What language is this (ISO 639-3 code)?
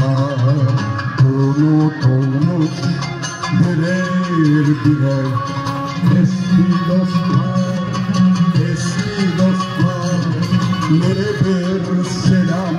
crh